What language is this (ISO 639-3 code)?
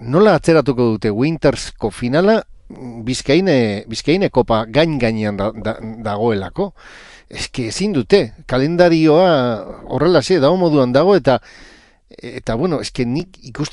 eus